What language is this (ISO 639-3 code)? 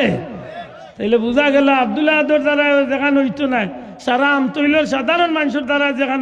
syl